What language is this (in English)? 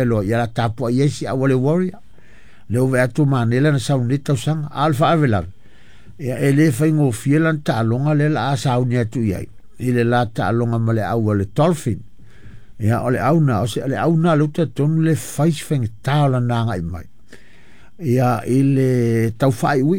Samoan